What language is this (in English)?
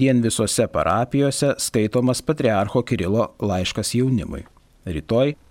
Lithuanian